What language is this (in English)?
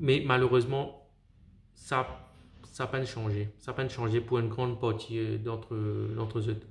Morisyen